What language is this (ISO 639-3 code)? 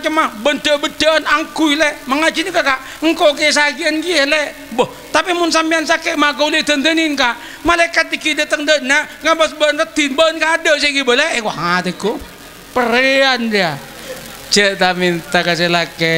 mad